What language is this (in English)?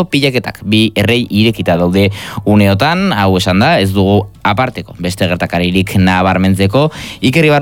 Basque